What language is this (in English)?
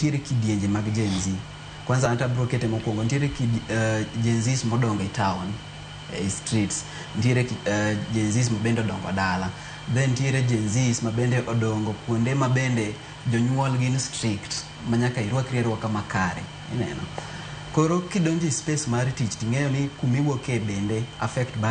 Luo (Kenya and Tanzania)